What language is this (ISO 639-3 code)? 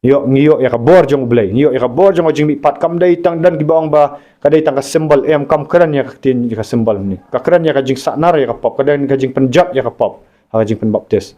kha